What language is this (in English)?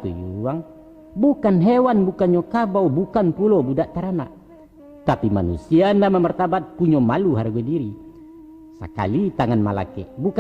Minangkabau